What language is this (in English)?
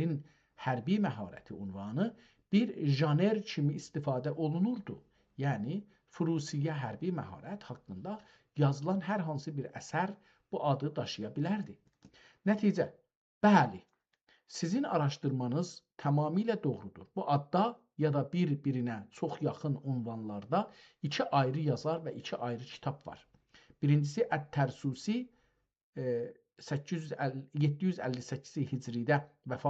South Azerbaijani